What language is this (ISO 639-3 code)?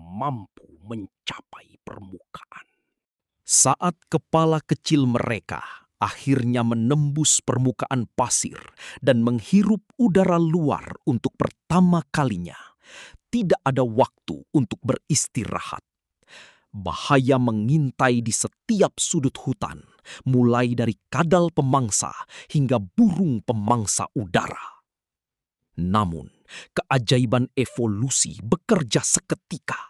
ind